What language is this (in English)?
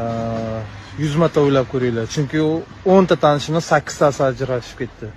Uzbek